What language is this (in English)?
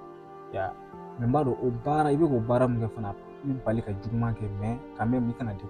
Bambara